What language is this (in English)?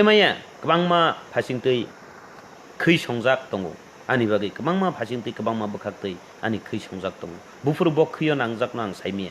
Kok Borok